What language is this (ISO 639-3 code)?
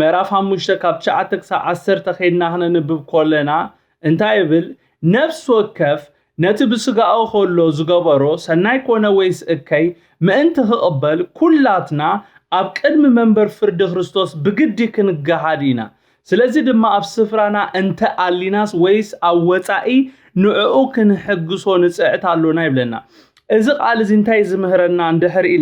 tir